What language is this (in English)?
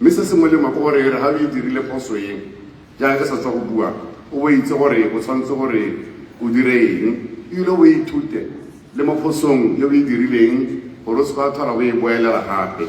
Tswana